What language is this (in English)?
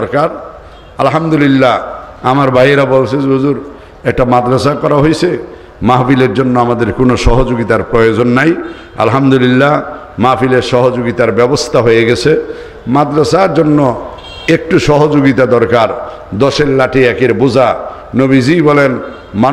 Bangla